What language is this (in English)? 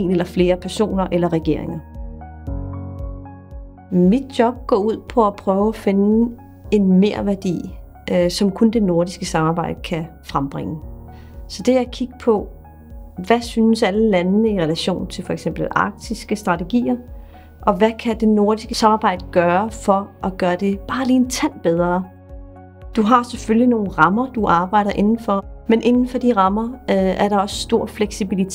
Danish